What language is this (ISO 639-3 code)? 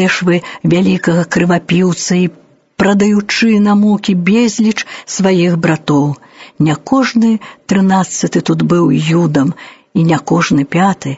bel